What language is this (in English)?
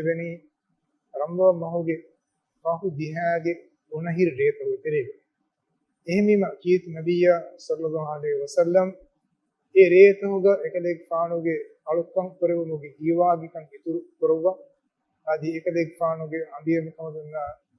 Divehi